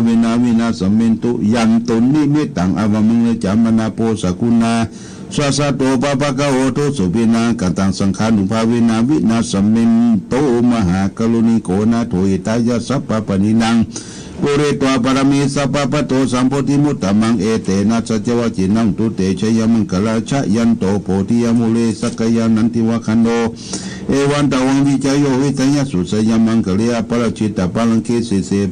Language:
Pali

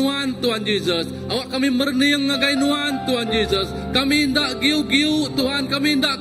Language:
Iban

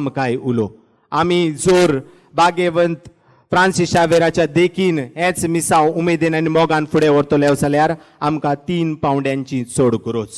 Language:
Konkani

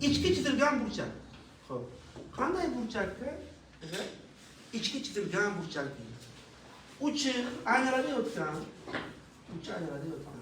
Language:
Uzbek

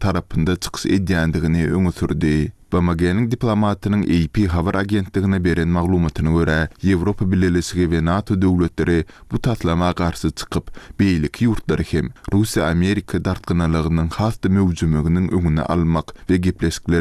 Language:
Turkmen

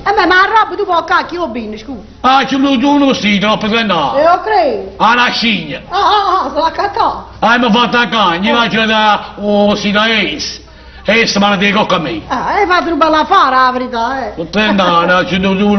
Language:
Neapolitan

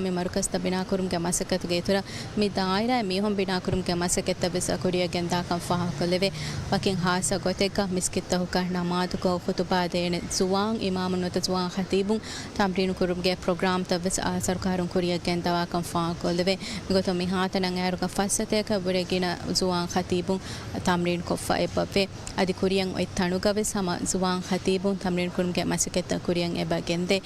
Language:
Divehi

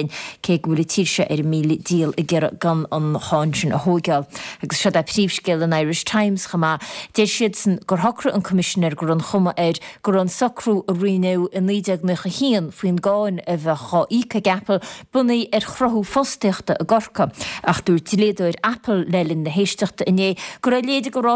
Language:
Irish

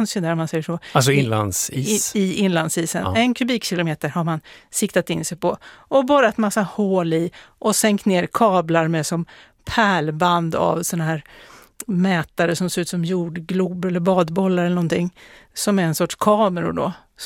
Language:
Swedish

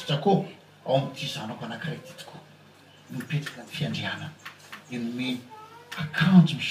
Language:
Malagasy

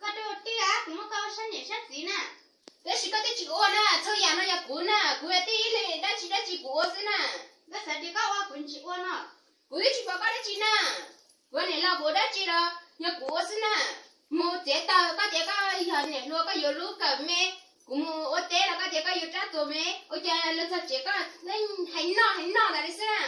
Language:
Hmong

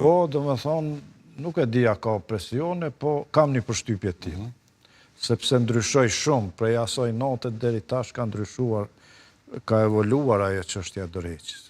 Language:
Albanian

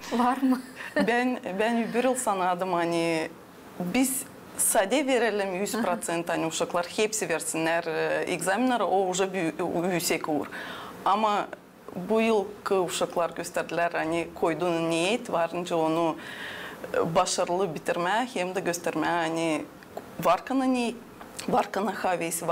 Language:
Gagauz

